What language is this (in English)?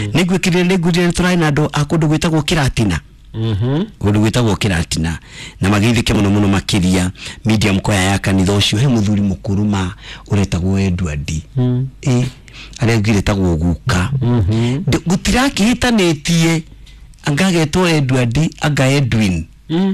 Kikuyu